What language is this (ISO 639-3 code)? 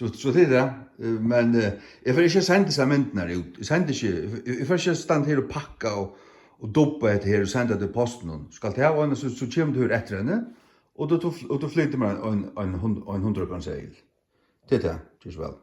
fao